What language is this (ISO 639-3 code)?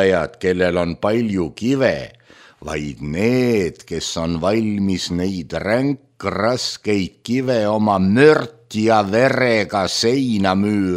est